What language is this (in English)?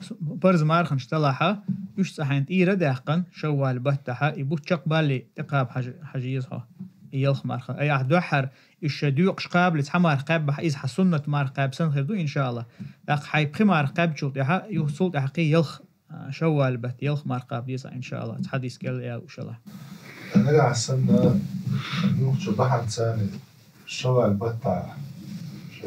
Chechen